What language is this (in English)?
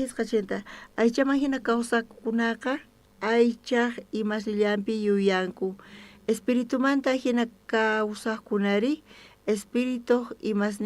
South Bolivian Quechua